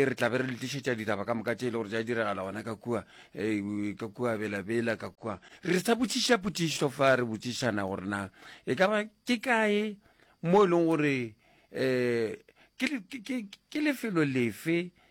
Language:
Northern Sotho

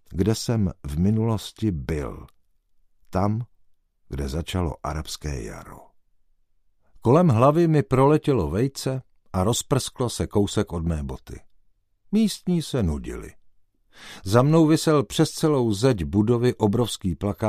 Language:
Czech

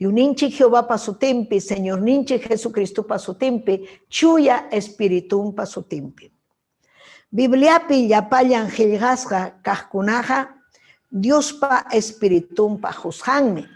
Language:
Ayacucho Quechua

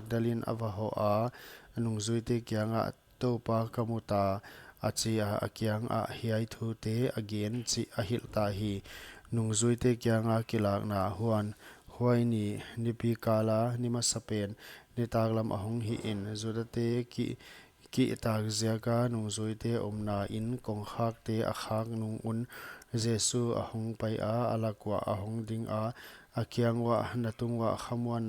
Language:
Paite Chin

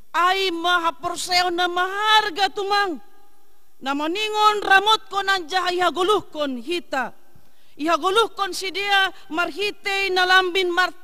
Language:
Batak Simalungun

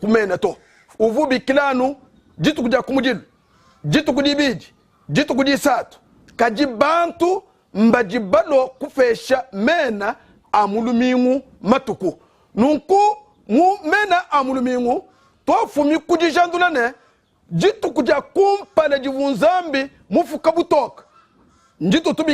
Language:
Luba-Lulua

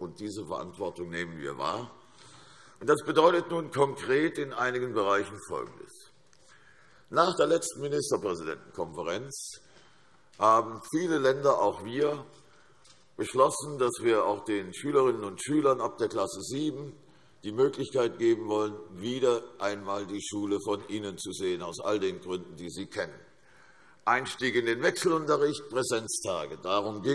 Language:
German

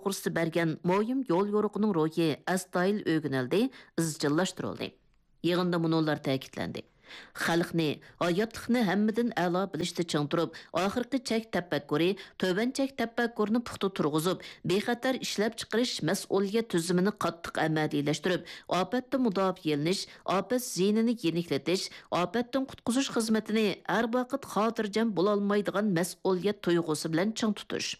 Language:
Uyghur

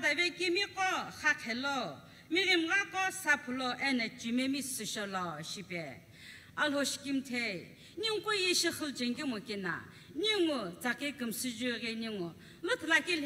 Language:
Sumi Naga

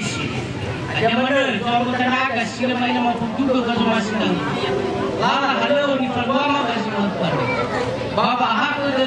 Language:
Nias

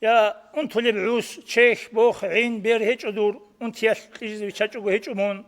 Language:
Avaric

